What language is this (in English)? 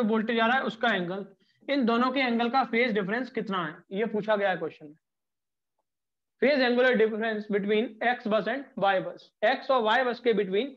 Hindi